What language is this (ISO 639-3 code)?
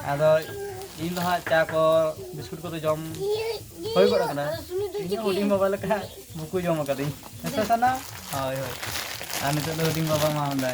sat